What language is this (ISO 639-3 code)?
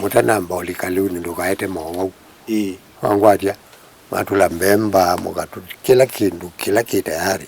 kam